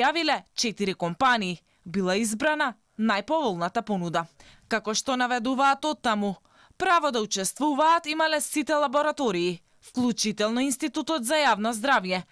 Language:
Macedonian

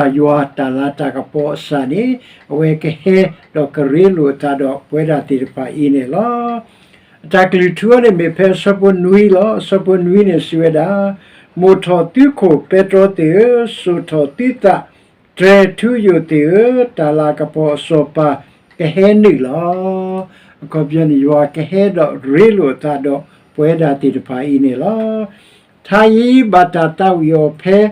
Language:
S'gaw Karen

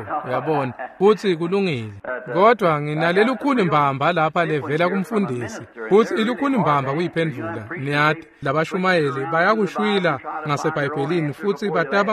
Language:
Swati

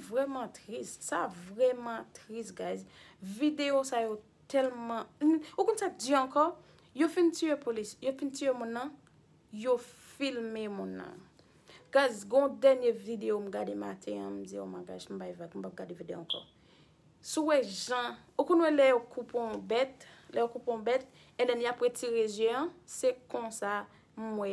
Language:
Haitian Creole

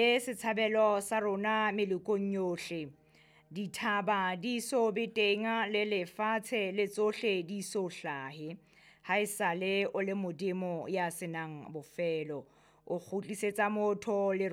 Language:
Southern Sotho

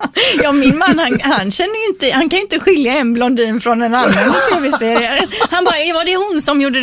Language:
Swedish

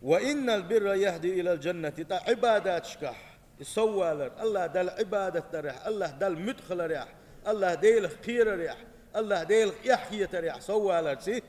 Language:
Chechen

